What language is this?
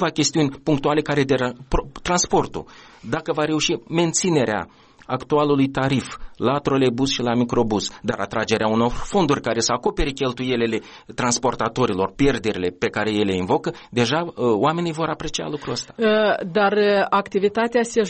Romanian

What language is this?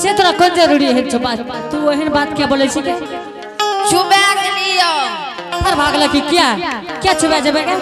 Angika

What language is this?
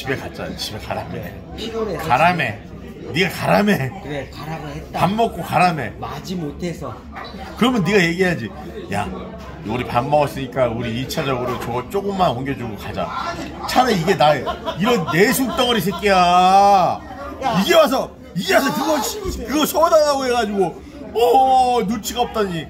Korean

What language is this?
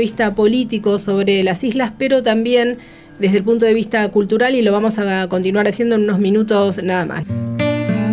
Spanish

